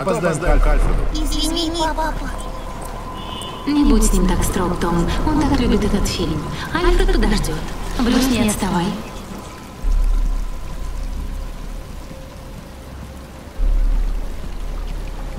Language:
Russian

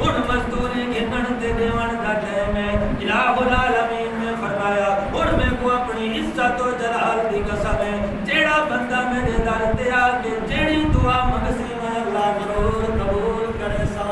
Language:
Saraiki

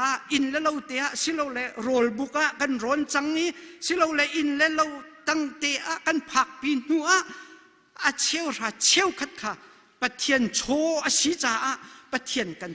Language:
Hakha Chin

